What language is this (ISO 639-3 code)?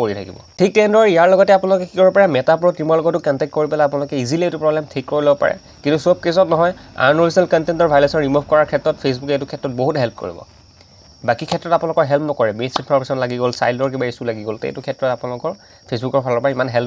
asm